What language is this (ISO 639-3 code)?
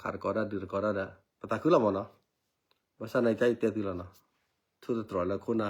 ksw